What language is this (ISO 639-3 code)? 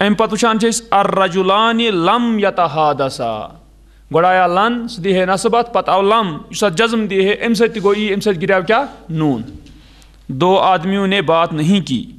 kas